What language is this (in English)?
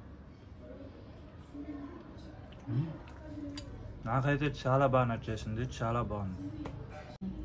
Telugu